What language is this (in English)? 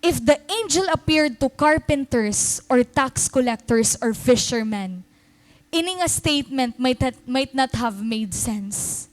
Waray